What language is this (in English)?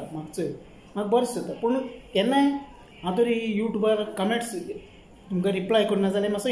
Konkani